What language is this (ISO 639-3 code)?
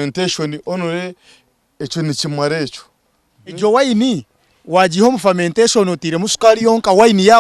nyn